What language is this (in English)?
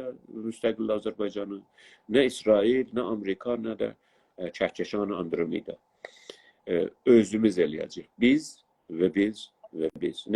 South Azerbaijani